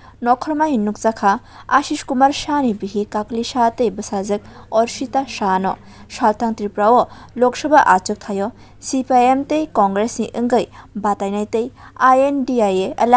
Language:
Kok Borok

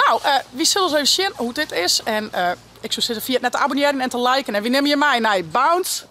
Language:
Western Frisian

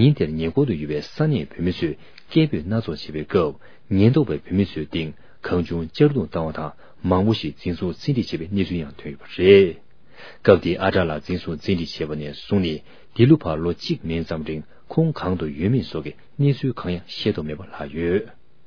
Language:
Tibetan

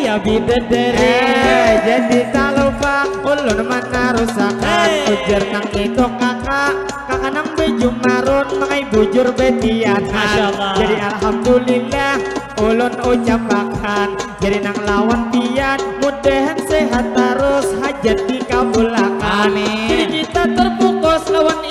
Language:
Banjar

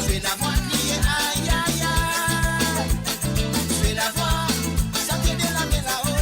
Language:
Morisyen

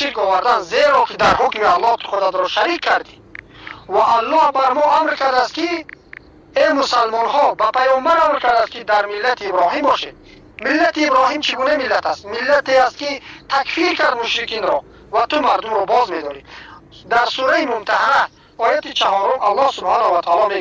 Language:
Tajik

